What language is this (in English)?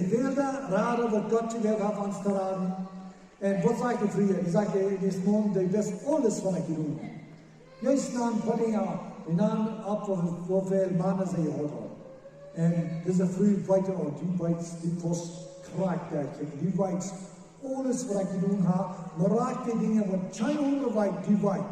Plautdietsch